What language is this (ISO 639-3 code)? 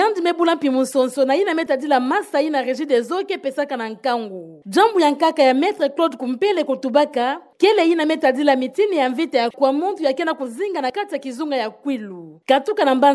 ktu